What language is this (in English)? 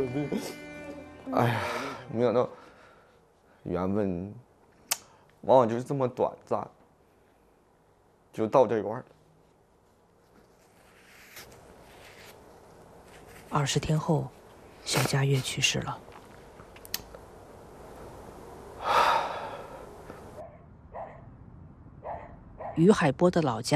Chinese